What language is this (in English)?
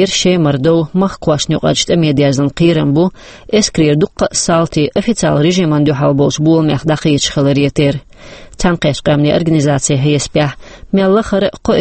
Chechen